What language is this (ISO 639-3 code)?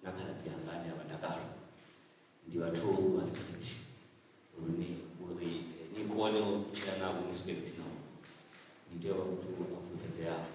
ven